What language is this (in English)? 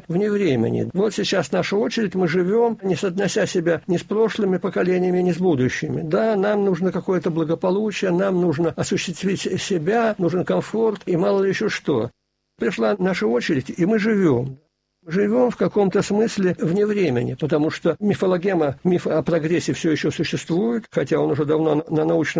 Russian